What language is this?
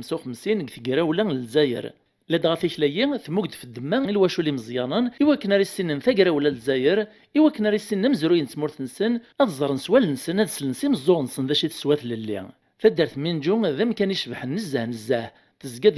Kabyle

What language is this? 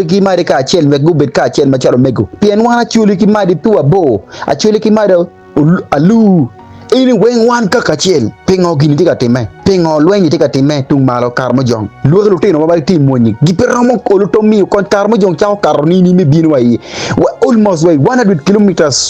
Acoli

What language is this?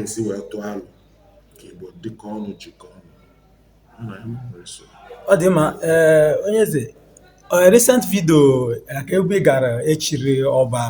Igbo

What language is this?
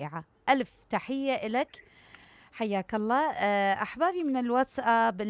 Mesopotamian Arabic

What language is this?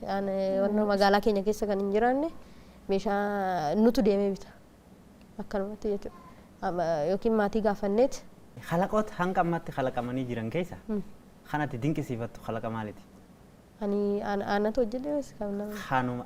Oromo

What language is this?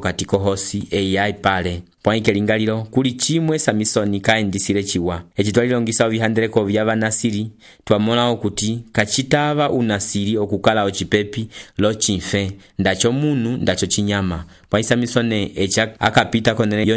Umbundu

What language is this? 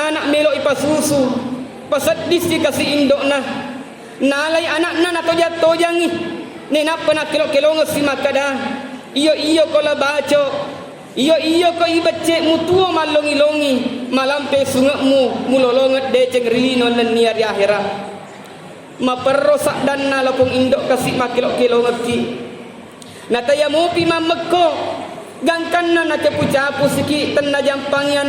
Buginese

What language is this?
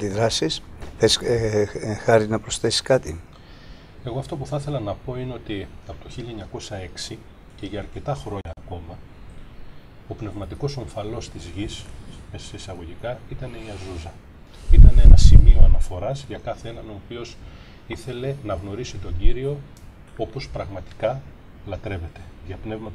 Greek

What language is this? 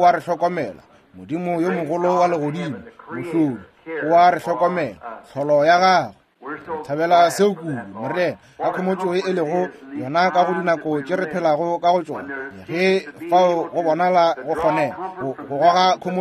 Northern Sotho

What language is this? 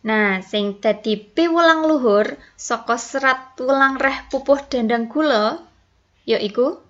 Javanese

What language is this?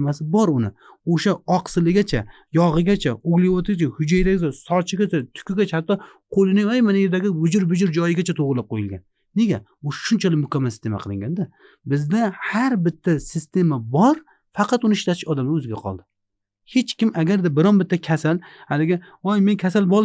Uzbek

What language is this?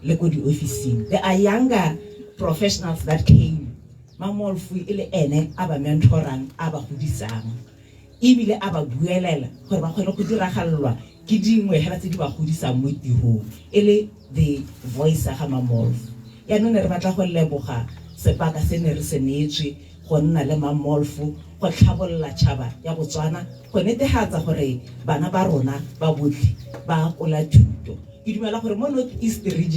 Tswana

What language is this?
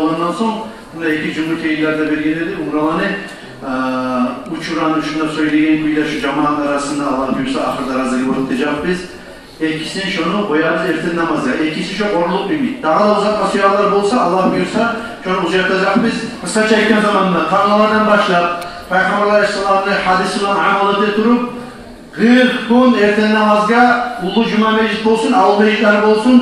Kumyk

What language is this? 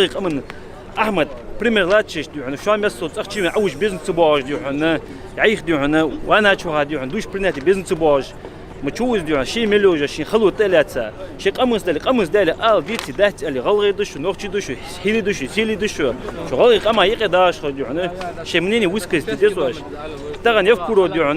Ingush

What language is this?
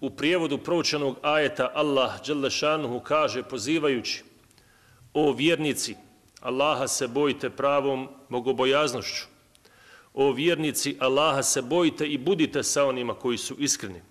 Bosnian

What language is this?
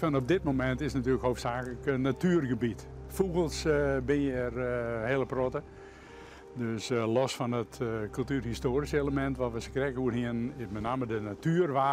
Western Frisian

